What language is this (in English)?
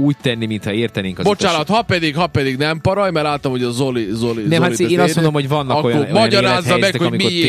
Hungarian